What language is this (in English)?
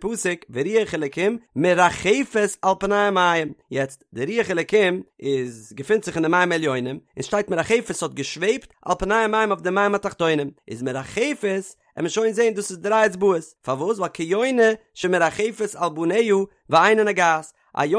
Yiddish